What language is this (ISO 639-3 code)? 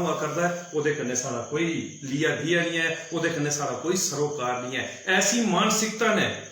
doi